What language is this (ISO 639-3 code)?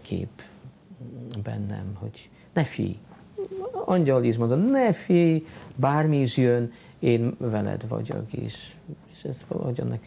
hun